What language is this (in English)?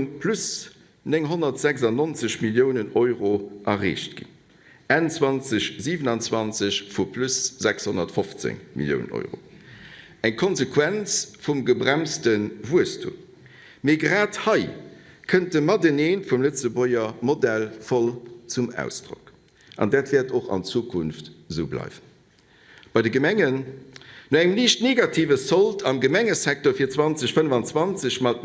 Luxembourgish